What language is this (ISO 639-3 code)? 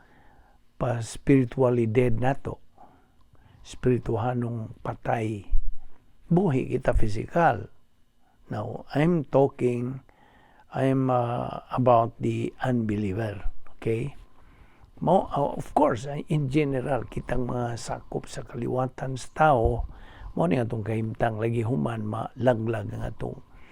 ceb